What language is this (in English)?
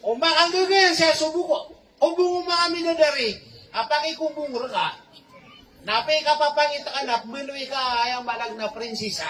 Maranao